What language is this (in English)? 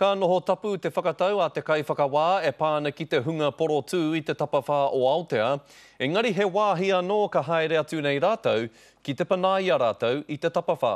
Māori